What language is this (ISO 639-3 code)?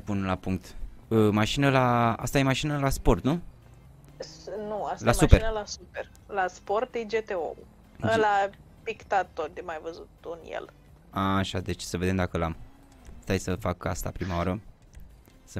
ron